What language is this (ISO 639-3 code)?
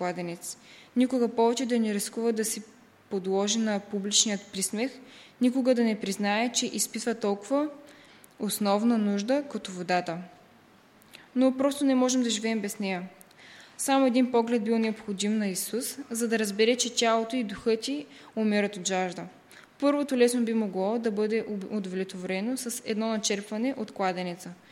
bul